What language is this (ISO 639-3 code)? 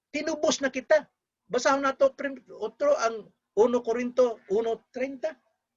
ceb